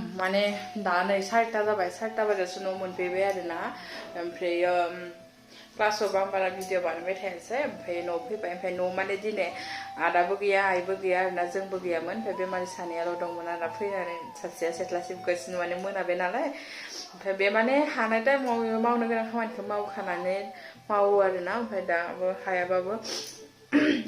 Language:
Bodo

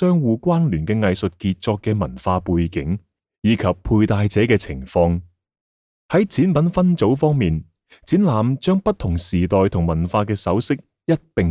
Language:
Cantonese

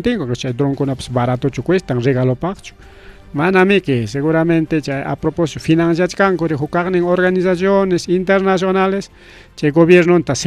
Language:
Ayacucho Quechua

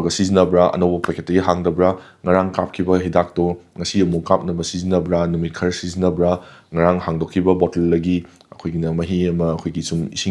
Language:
Manipuri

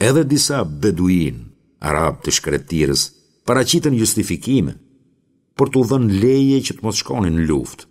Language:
Albanian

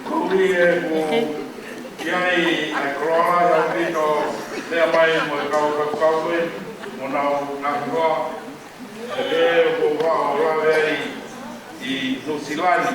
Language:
Tongan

